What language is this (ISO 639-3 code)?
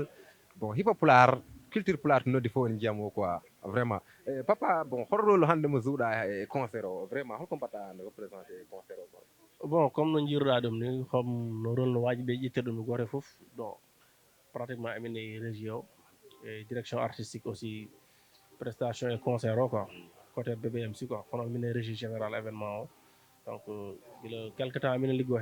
ful